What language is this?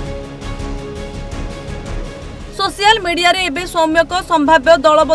Odia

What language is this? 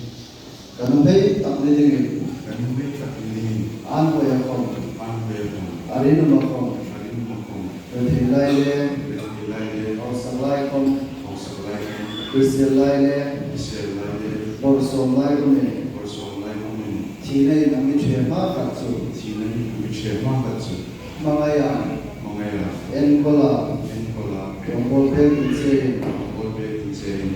Hmar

